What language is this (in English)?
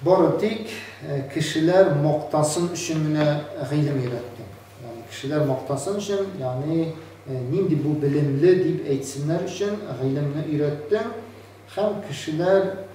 Tatar